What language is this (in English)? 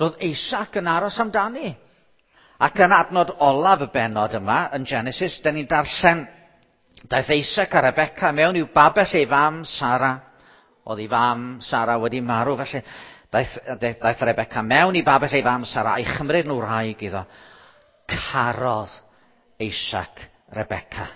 Welsh